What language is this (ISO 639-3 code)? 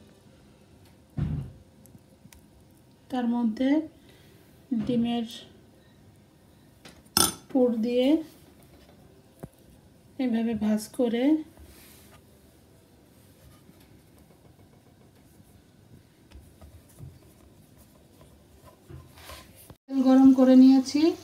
ben